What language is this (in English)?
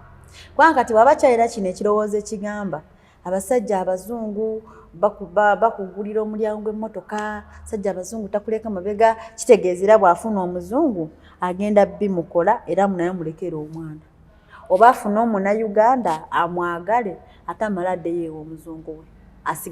Ganda